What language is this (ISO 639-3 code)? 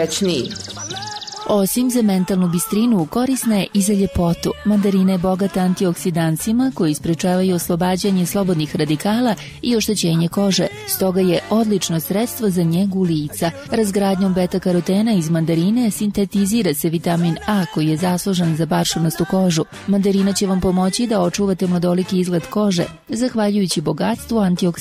bos